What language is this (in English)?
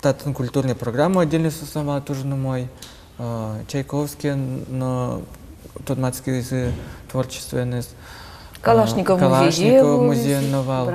Udmurt